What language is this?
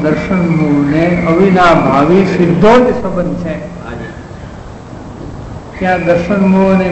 Gujarati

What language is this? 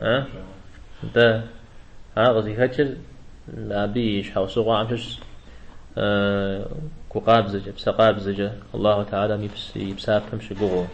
Kabardian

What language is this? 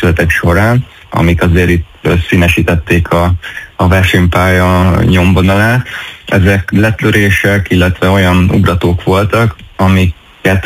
Hungarian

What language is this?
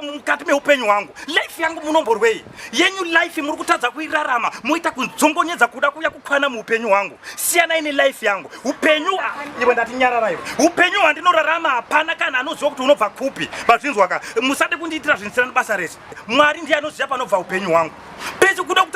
Shona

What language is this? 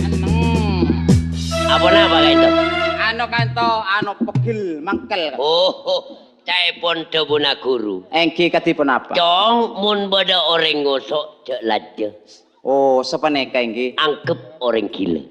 Madurese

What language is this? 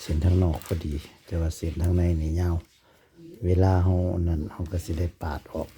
Northeastern Thai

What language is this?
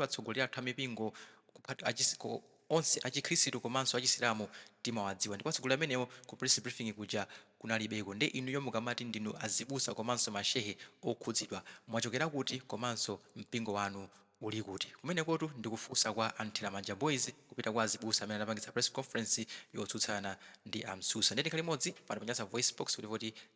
Nyanja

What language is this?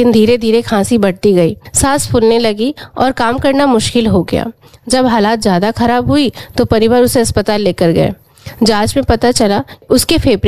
Hindi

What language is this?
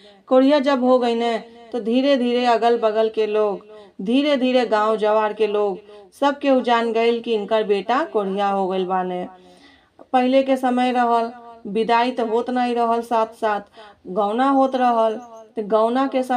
Bhojpuri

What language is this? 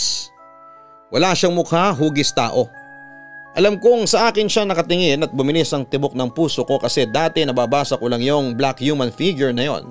Filipino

